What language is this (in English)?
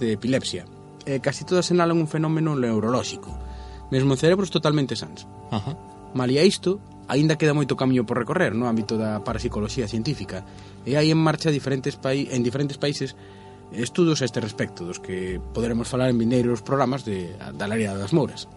Galician